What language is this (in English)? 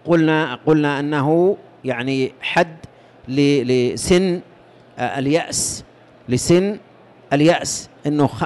Arabic